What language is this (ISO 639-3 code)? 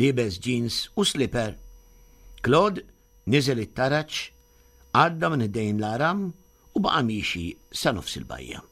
mlt